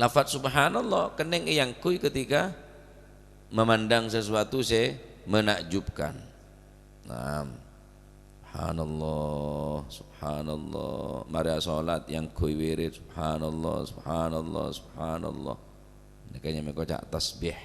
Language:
Madurese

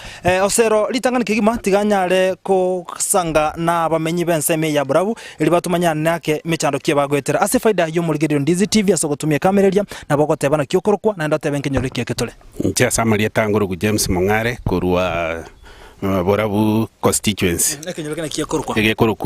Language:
Gusii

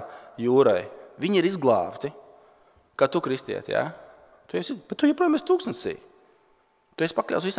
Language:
Latvian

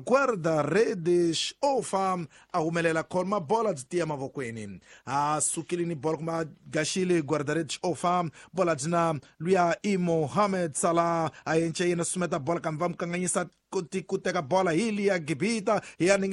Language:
Tsonga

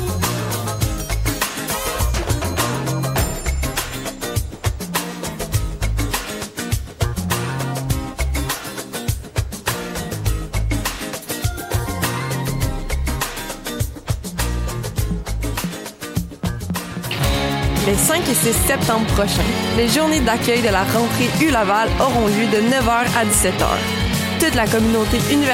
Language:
French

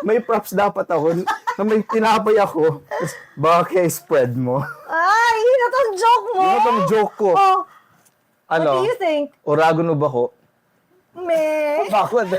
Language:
Bikol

